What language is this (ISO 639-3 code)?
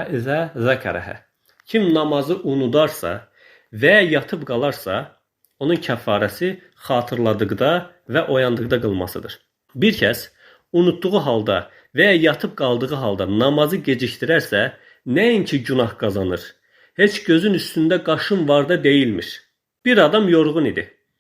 aze